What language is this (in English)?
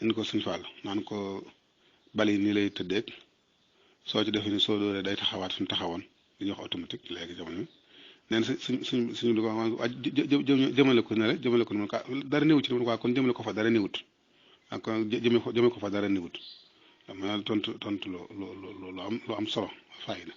Wolof